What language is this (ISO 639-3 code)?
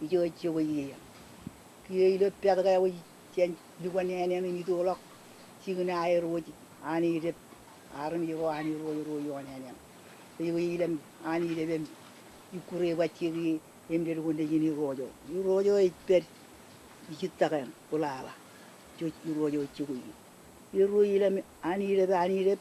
mah